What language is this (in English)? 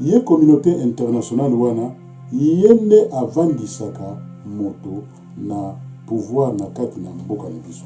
Lingala